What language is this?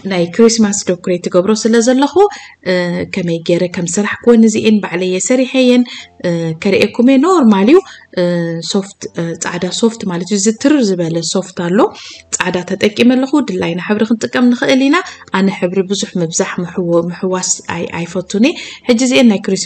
Tigrinya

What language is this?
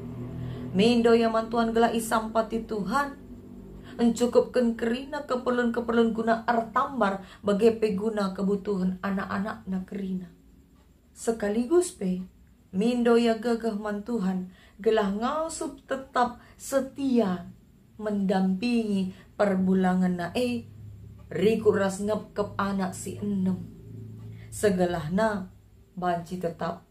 Batak Karo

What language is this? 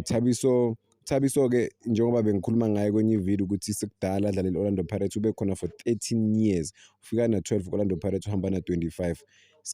Zulu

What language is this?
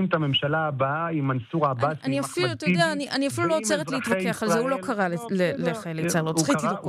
Hebrew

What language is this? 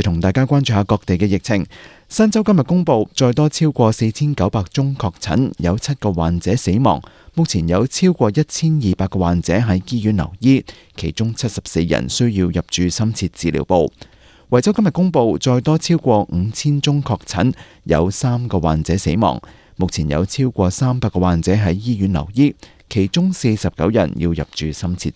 Cantonese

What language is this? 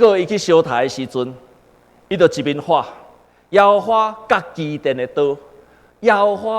Min Nan Chinese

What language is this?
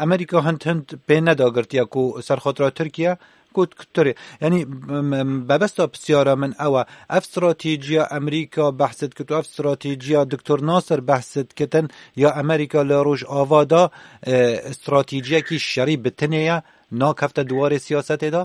Kurdish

